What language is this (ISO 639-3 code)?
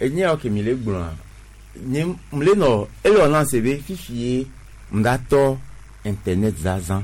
gej